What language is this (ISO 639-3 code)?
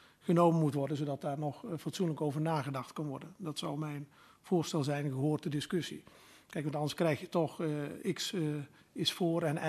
nld